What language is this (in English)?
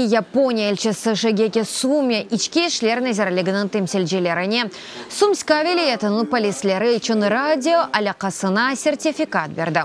Crimean Tatar